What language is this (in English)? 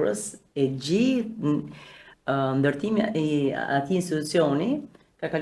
Albanian